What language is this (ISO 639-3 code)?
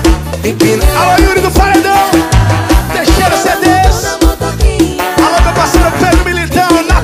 por